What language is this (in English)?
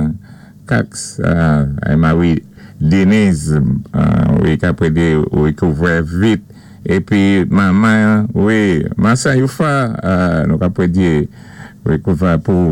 Saint Lucian Creole French